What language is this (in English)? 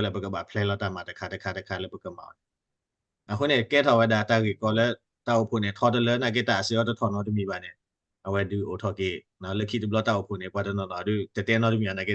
S'gaw Karen